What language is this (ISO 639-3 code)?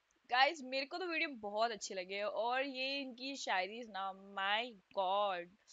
hin